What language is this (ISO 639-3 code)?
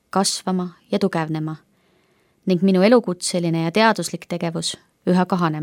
est